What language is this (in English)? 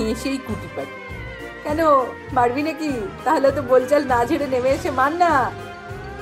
Bangla